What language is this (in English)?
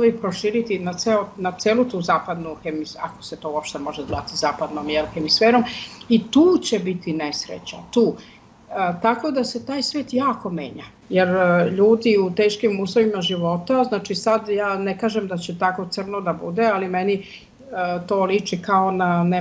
Serbian